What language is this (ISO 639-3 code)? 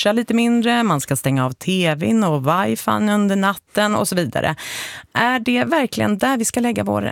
swe